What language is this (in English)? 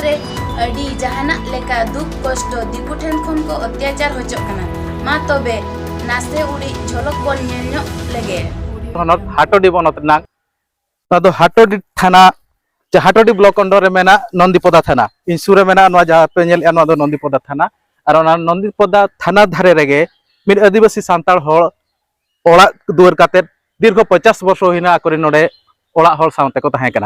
Santali